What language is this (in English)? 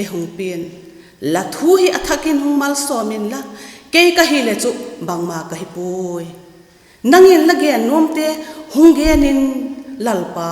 Vaiphei